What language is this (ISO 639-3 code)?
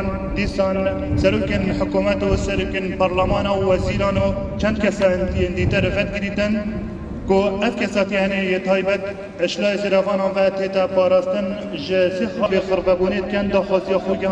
kur